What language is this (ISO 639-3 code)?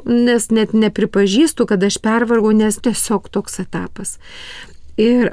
lit